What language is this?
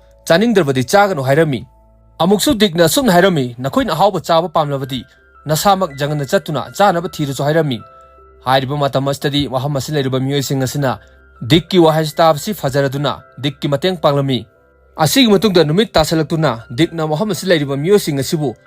Manipuri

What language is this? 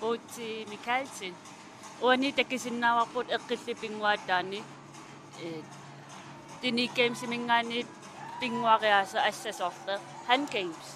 Kalaallisut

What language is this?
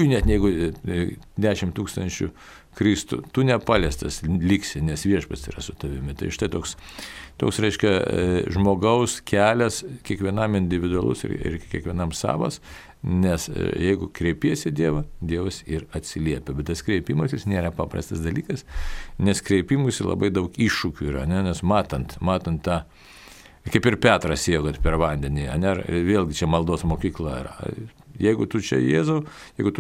Lithuanian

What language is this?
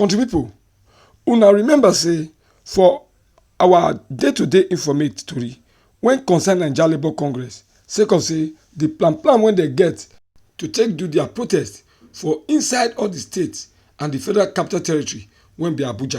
Nigerian Pidgin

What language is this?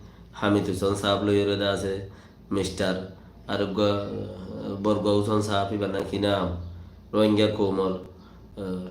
Rohingya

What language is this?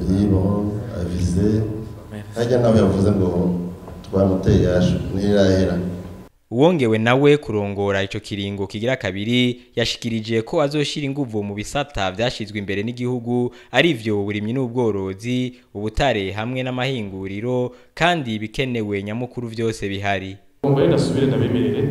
Rundi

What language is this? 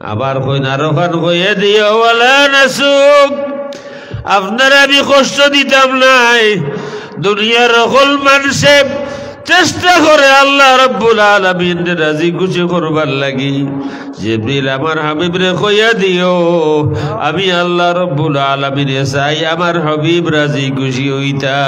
Sylheti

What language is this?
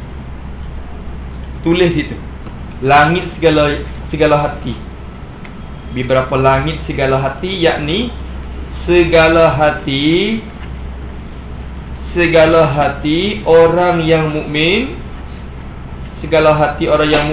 Malay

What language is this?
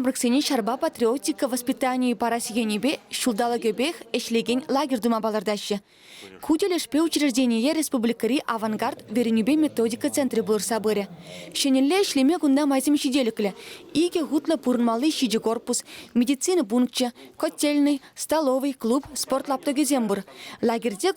Chuvash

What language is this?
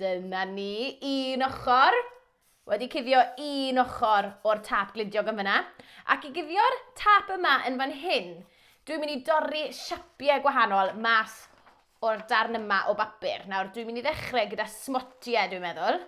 Welsh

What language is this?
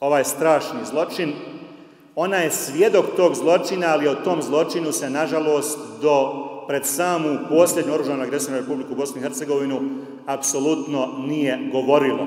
Bosnian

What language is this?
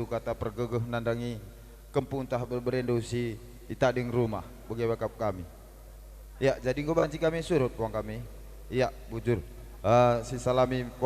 Batak Karo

